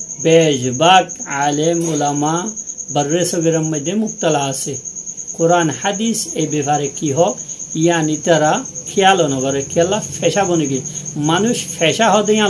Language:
Rohingya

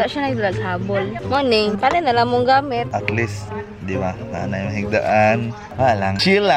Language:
Cebuano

